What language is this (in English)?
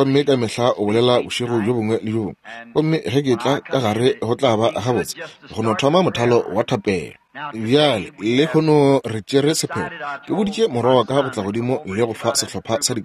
Northern Sotho